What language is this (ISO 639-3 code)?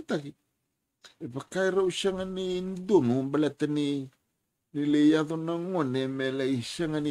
fij